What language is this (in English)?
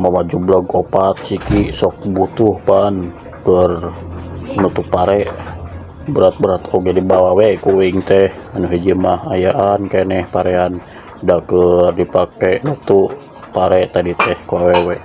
Sundanese